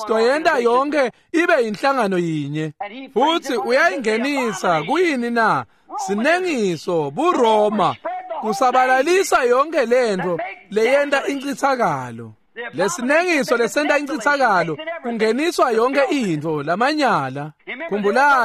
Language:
Swati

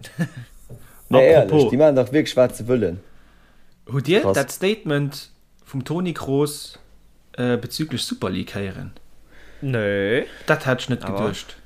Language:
Luxembourgish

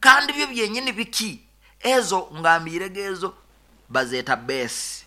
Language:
Nyoro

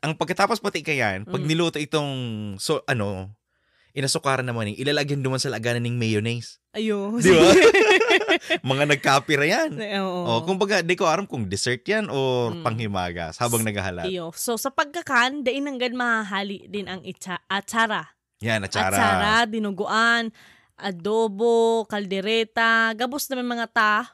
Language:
Bikol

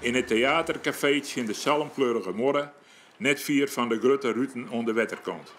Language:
Western Frisian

